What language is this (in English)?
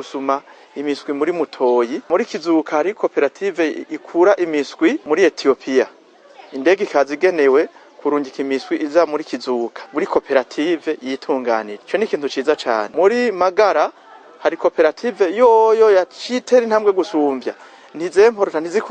Rundi